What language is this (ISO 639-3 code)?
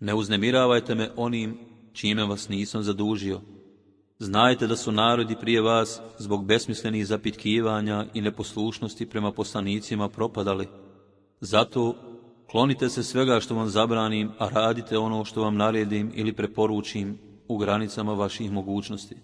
bos